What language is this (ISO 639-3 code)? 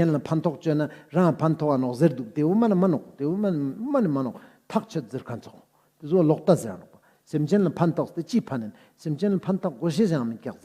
lbj